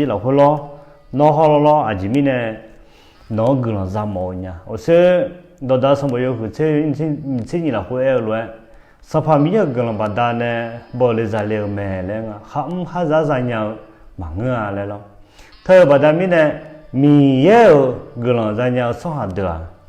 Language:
Akha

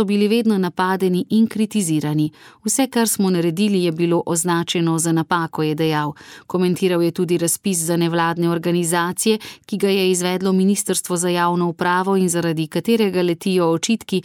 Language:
Slovenian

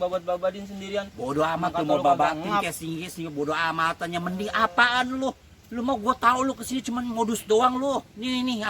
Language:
Betawi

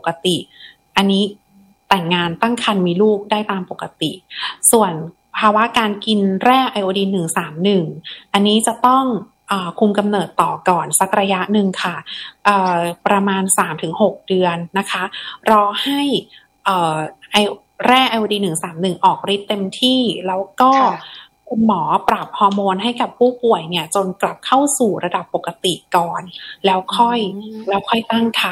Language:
Thai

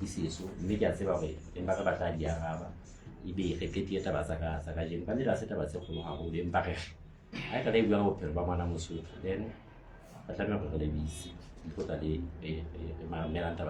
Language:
Southern Sotho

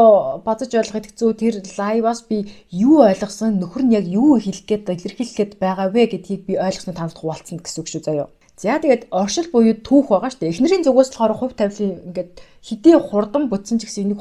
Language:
Mongolian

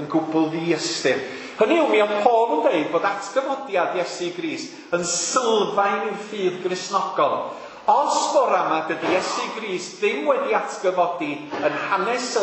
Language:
Welsh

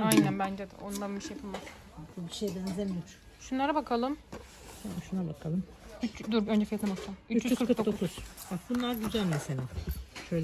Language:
Turkish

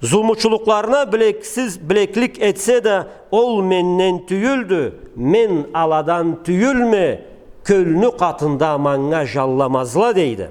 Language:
Karachay-Balkar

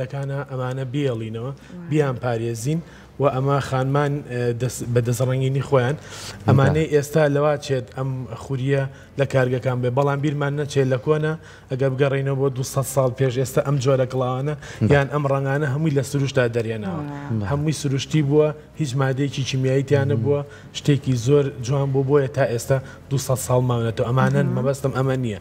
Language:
Central Kurdish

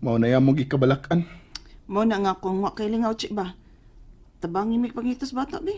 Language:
Cebuano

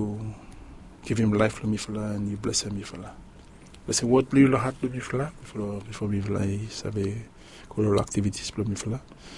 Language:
Bislama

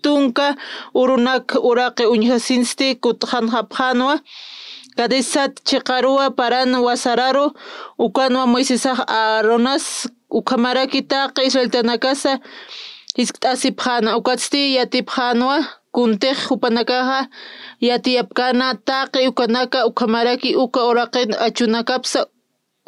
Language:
Aymara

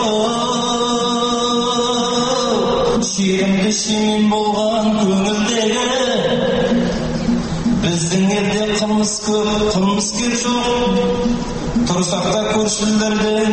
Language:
Kazakh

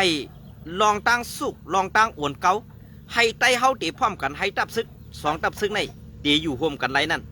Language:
Shan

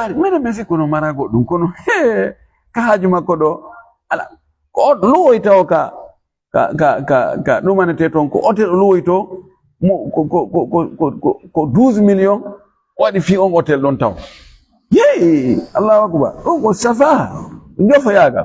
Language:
Fula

